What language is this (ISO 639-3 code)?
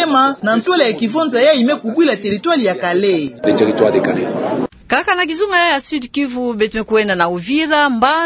ktu